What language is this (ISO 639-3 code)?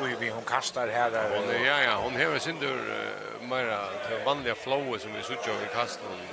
fao